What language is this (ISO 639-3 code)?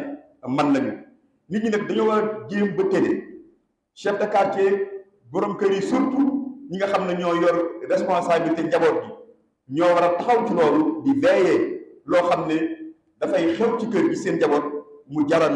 wol